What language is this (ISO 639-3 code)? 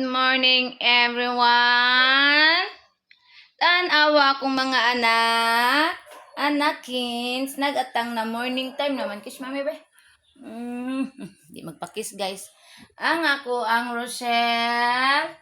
ceb